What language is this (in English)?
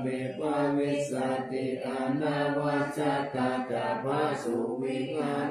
Pali